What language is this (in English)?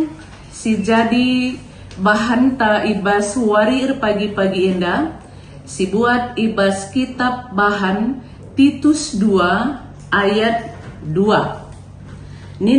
Batak Karo